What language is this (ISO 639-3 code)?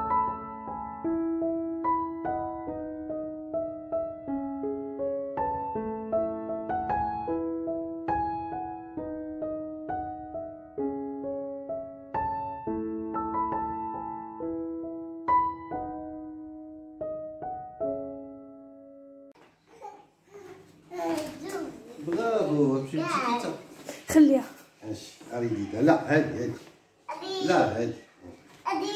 ary